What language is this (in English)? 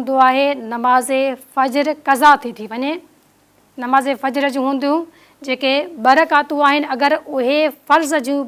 Sindhi